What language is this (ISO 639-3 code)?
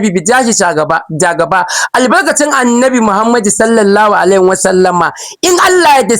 hau